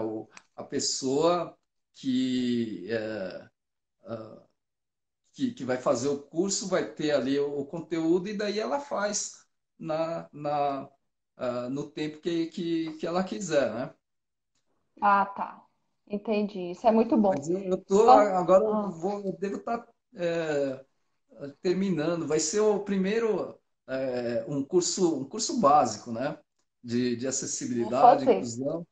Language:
Portuguese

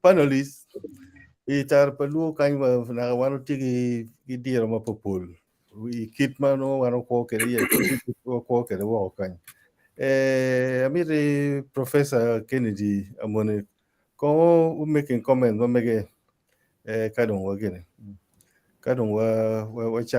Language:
Acoli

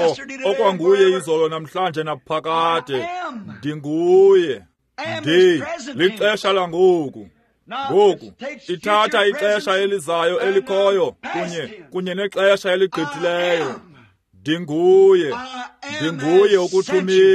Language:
Xhosa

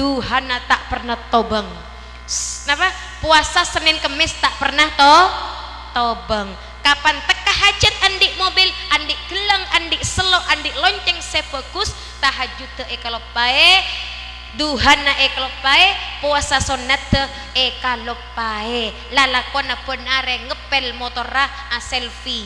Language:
Madurese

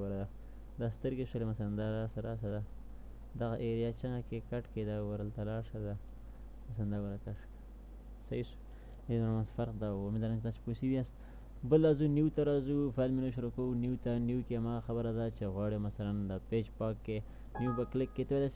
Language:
Pashto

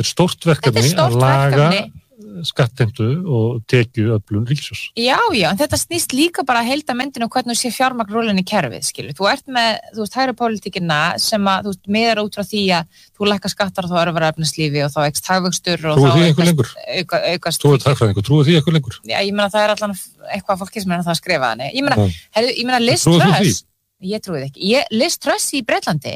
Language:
Icelandic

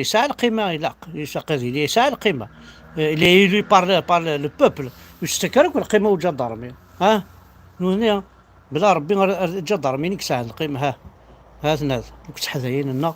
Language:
Kabyle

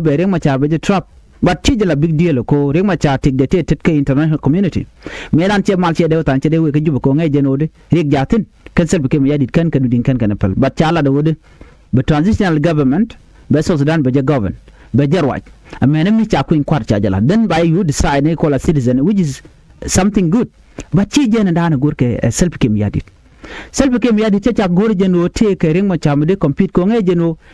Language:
Nuer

